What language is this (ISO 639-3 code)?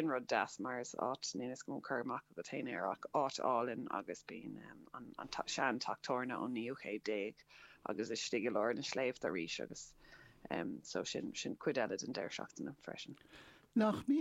gle